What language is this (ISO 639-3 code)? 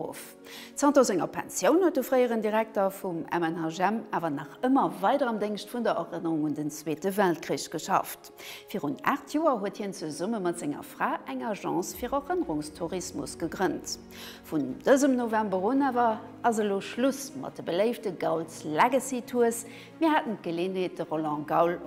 ltz